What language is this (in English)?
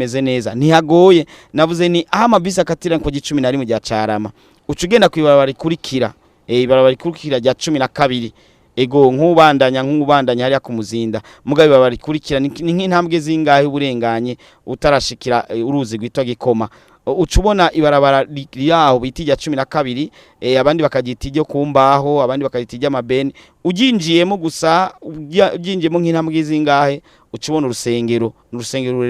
Rundi